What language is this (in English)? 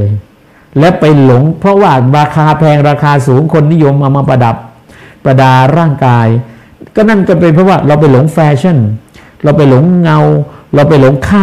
Thai